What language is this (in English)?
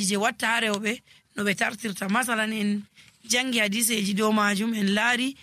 Nigerian Fulfulde